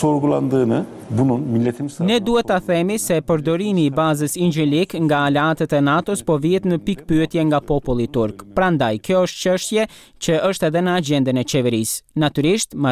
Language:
Albanian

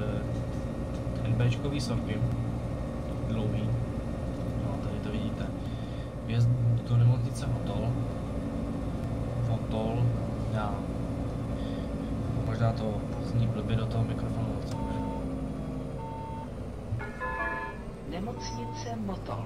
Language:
Czech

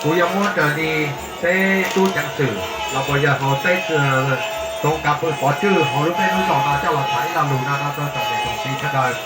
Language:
Hmong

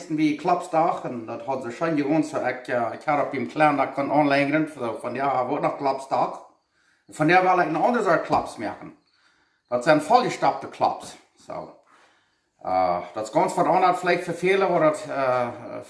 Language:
Plautdietsch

